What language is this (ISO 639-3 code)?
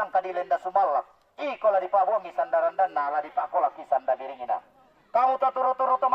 sda